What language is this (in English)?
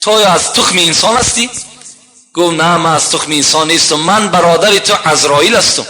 Tajik